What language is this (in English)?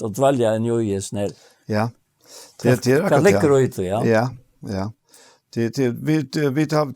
Faroese